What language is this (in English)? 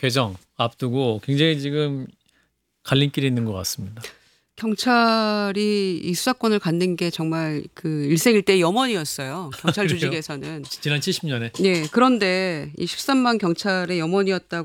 Korean